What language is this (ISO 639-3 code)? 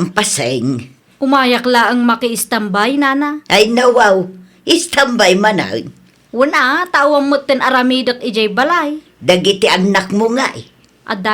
ilo